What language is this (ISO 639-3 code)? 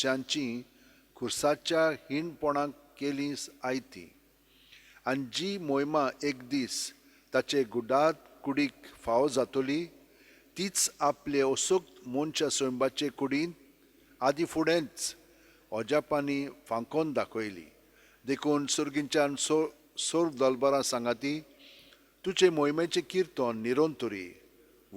kok